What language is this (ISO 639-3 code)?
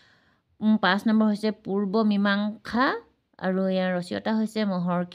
asm